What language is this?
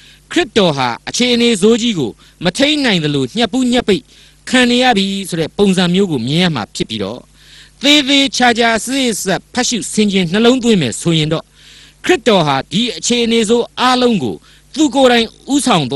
Burmese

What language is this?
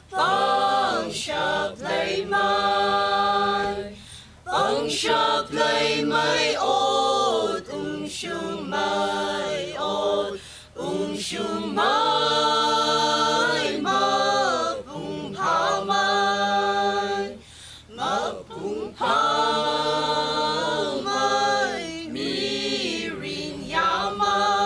Tangkhul Naga (India)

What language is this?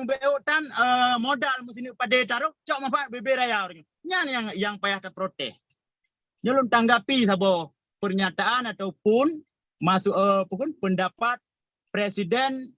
Achinese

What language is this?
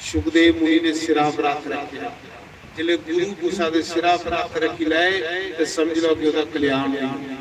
Dogri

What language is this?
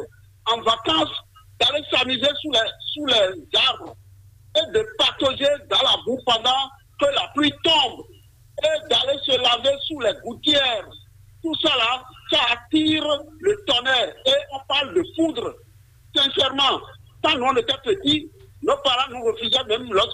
French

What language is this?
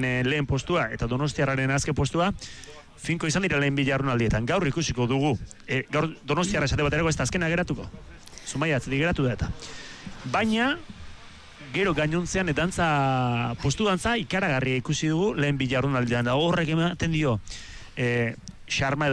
Basque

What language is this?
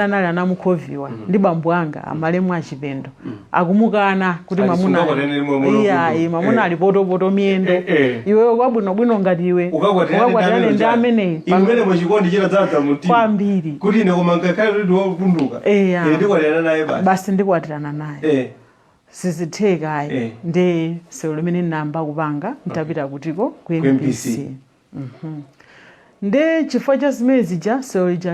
Nyanja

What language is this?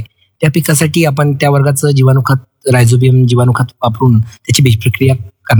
Marathi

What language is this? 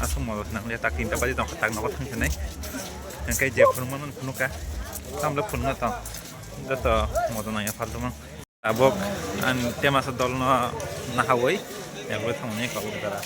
Kok Borok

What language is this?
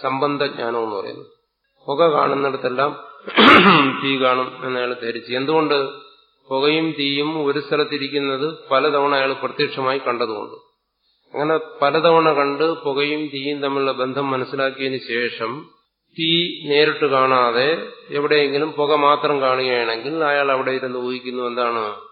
Malayalam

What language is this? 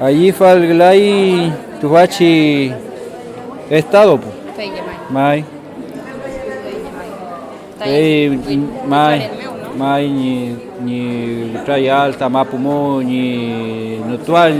Mapuche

